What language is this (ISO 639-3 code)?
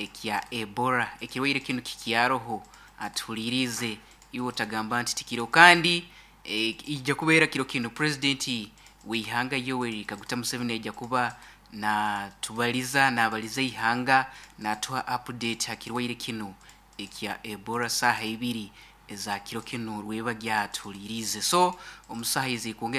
nyo